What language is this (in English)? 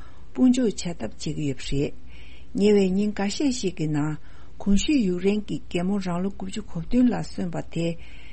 Tibetan